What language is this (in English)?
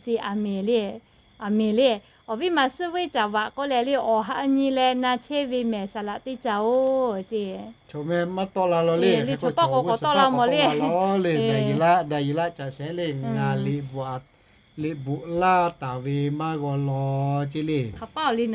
Lahu